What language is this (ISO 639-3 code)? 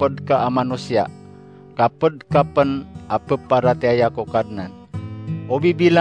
mrw